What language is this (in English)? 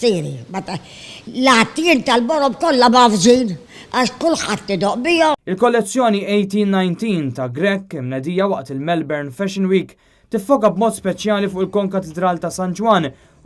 Maltese